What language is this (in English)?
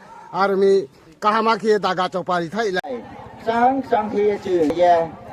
Riang (India)